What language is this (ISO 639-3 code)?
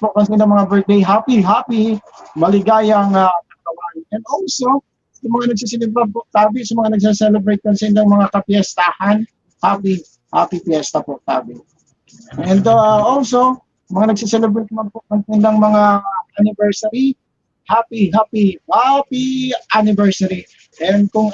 bik